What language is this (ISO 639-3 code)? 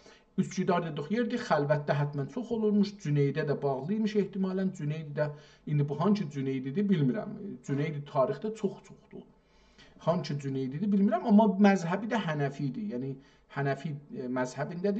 azb